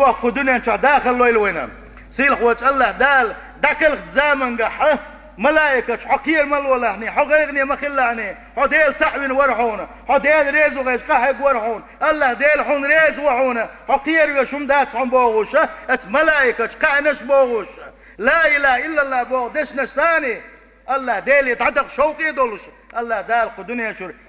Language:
Chechen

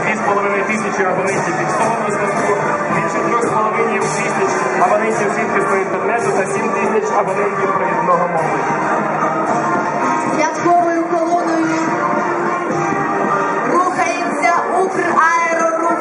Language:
Ukrainian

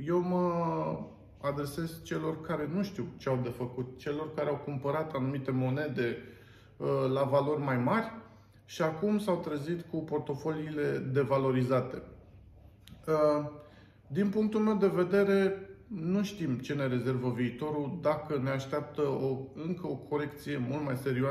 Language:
Romanian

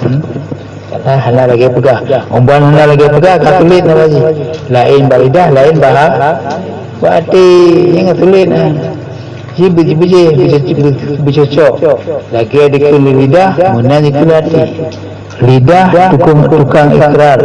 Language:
Achinese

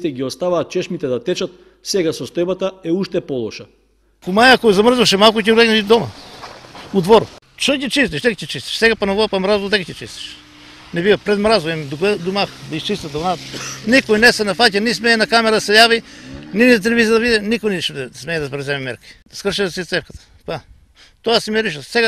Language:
Macedonian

